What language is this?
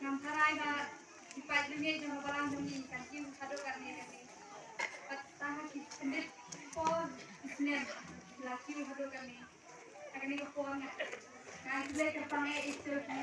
Khasi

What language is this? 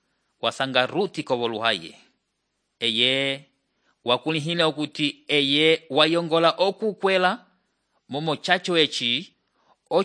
Umbundu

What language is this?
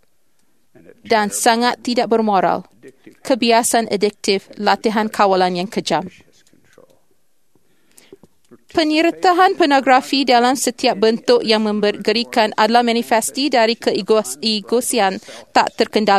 Malay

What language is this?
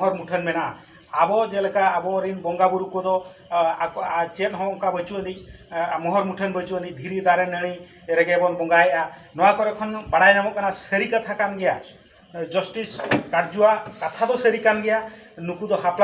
Santali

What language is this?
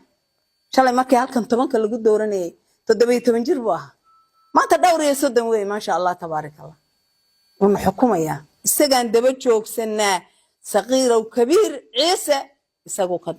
Somali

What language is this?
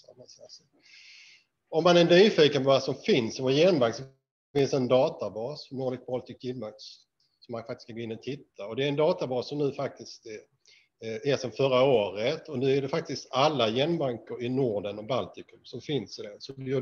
Swedish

